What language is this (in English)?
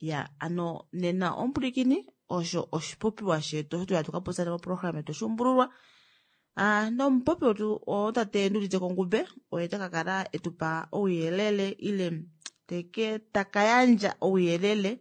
Kuanyama